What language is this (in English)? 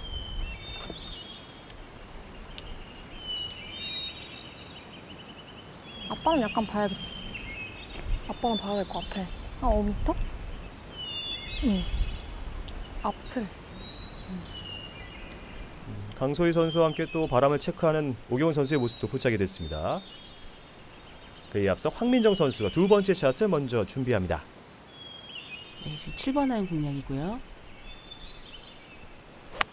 Korean